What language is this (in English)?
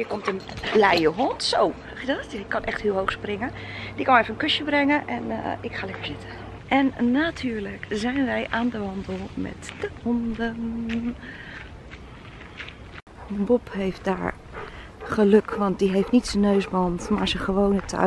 Dutch